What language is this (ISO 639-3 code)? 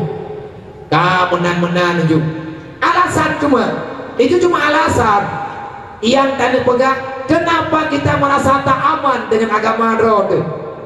ace